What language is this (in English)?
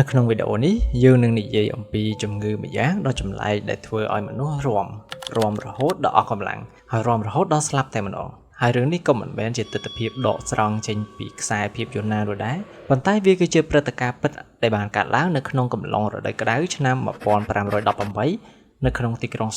Khmer